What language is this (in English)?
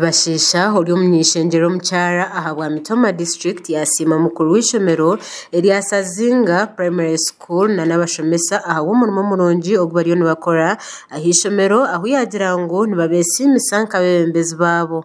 Nyankole